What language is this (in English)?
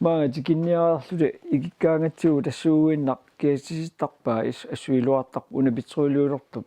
Kalaallisut